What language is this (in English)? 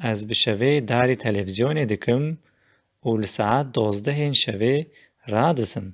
Kurdish